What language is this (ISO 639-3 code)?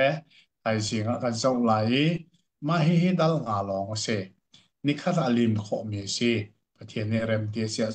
cnh